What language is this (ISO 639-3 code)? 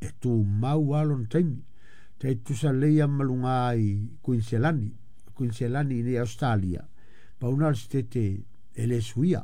smo